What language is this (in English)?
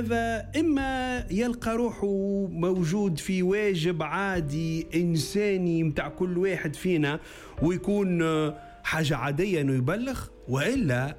Tunisian Arabic